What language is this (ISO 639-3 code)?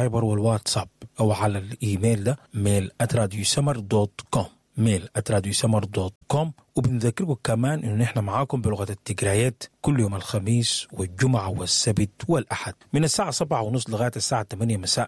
apd